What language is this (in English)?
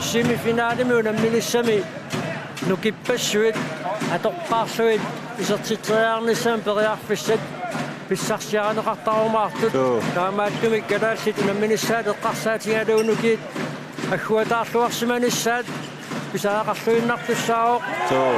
Kalaallisut